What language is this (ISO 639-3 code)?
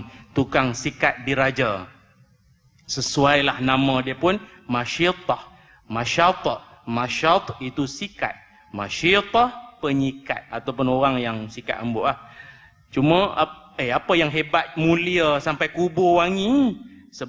msa